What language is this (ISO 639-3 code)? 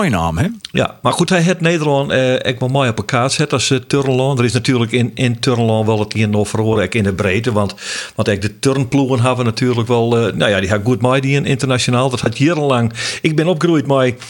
fry